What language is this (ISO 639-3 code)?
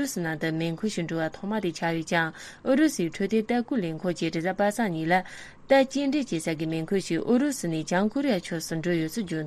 bod